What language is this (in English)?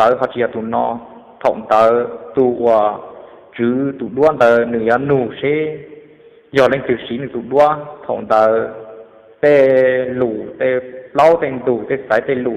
Hmong